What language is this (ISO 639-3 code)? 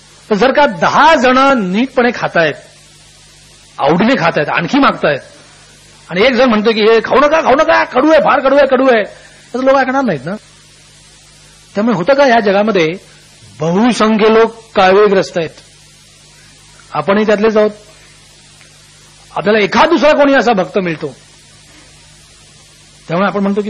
mar